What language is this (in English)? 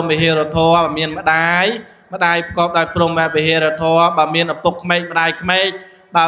Khmer